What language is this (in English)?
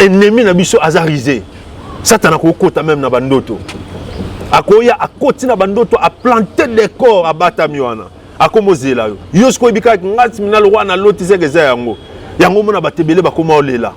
Lingala